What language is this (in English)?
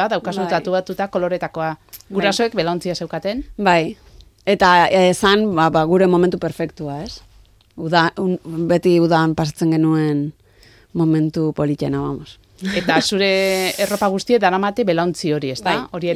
Basque